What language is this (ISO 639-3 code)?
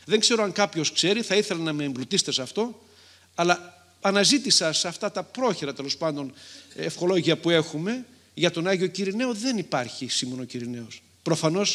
ell